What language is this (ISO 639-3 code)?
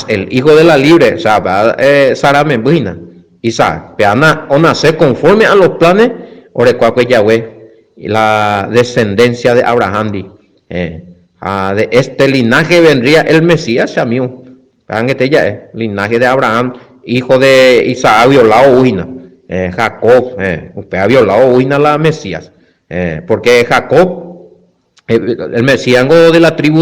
grn